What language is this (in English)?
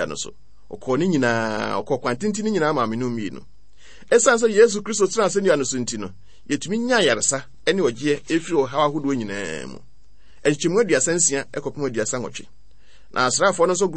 Akan